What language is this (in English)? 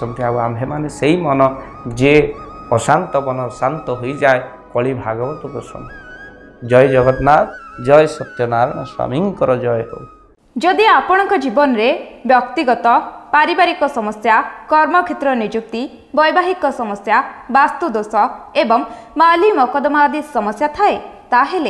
Odia